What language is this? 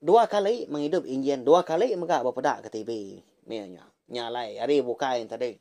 Iban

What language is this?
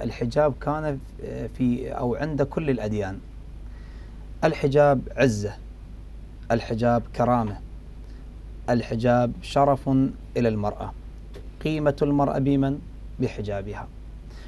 Arabic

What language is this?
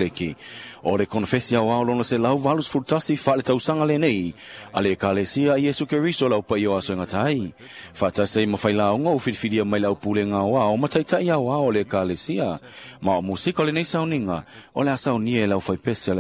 Samoan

